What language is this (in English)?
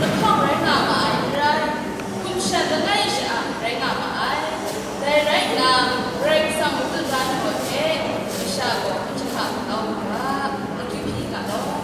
Kachin